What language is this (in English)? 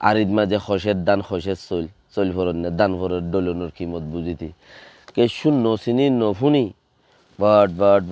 Rohingya